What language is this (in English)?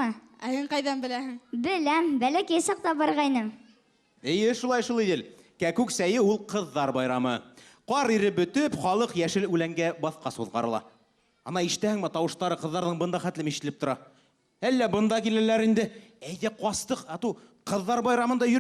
Bashkir